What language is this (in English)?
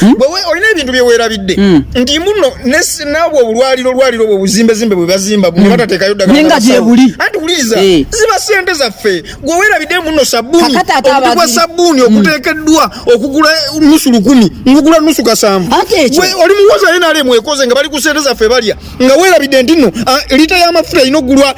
Ganda